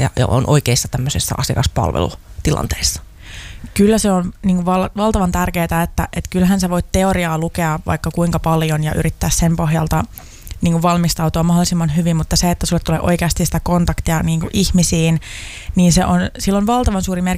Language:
Finnish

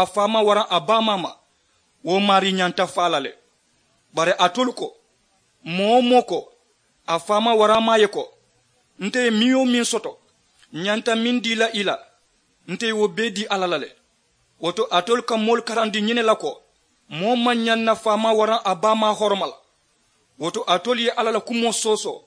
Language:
Mandingo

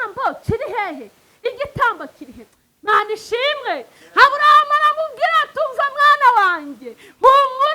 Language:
Kinyarwanda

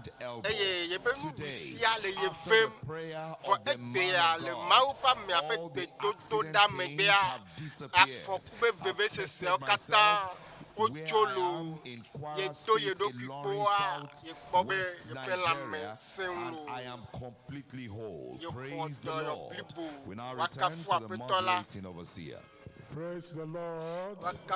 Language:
Ewe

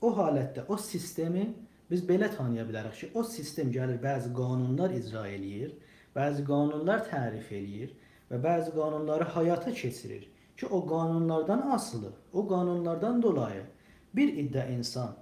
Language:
South Azerbaijani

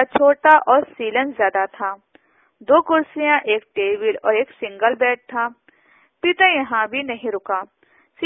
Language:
Urdu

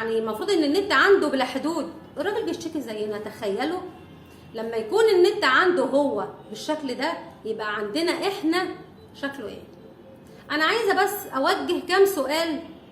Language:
Egyptian Arabic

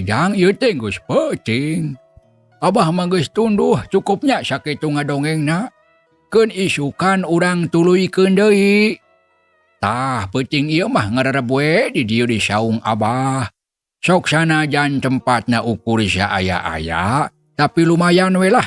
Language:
Sundanese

